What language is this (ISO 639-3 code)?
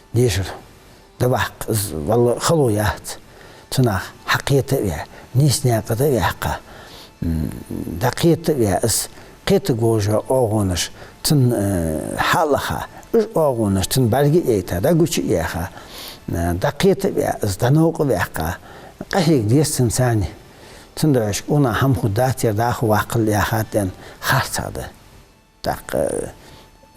inh